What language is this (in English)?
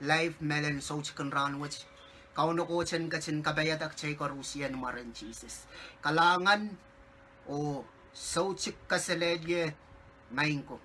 Pohnpeian